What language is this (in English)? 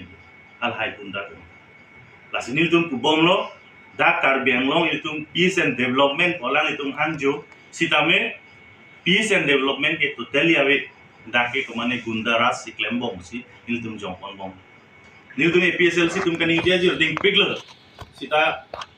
Karbi